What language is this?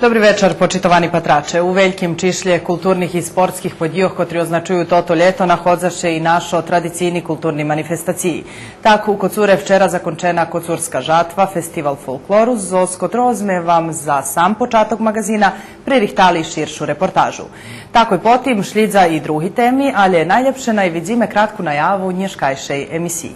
Rusyn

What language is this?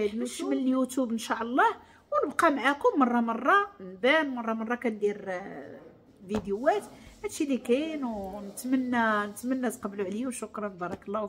Moroccan Arabic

